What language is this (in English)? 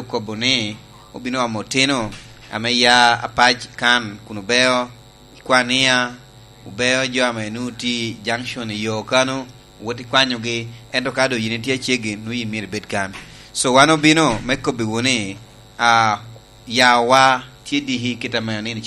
Lango (Uganda)